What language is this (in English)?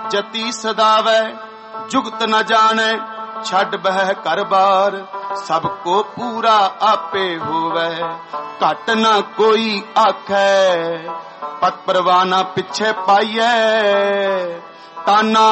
Punjabi